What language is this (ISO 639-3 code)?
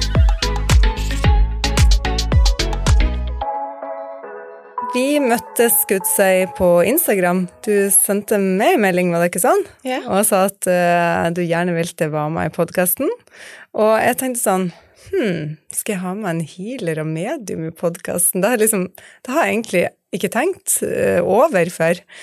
nor